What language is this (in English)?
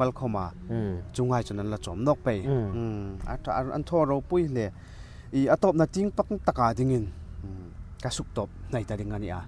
Hmar